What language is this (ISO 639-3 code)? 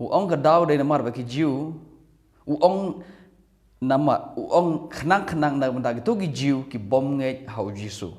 kha